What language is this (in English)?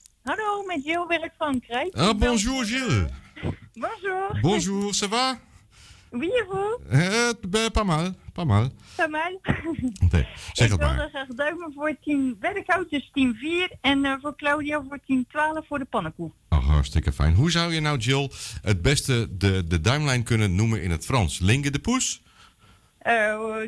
Dutch